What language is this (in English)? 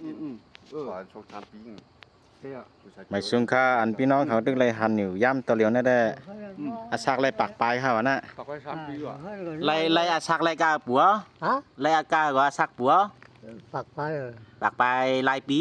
Shan